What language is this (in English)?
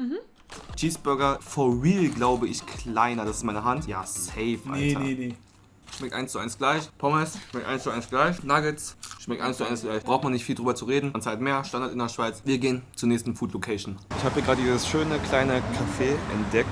Swiss German